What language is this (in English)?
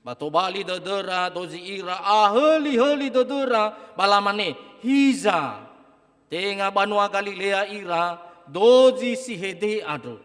Nias